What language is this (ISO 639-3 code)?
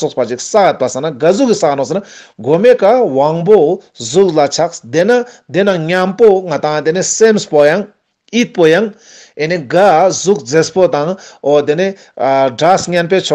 lbj